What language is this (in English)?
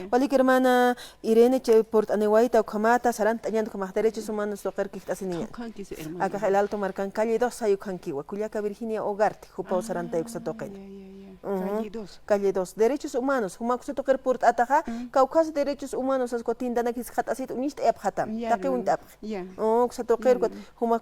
Aymara